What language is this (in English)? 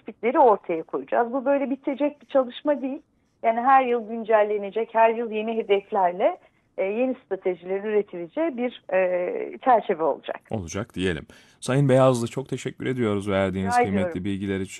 Turkish